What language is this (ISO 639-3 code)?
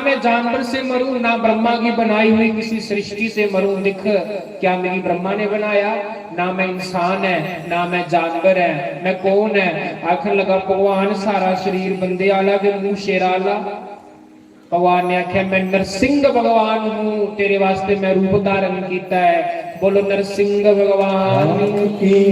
doi